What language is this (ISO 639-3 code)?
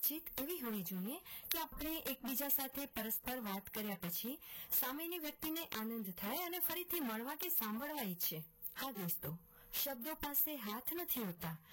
guj